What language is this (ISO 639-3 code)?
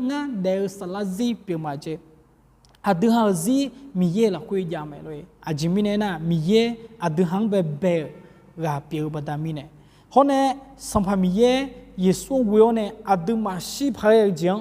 ahk